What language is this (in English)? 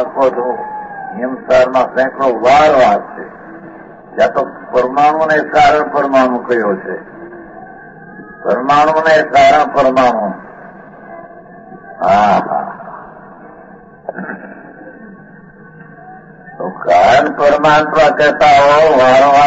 Gujarati